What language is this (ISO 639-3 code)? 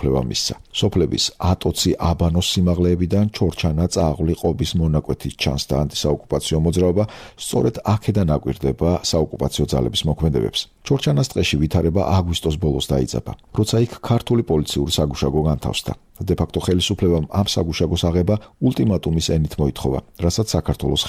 kat